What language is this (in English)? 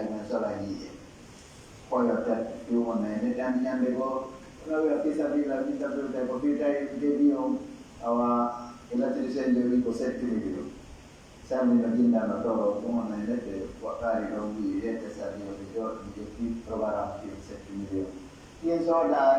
Pular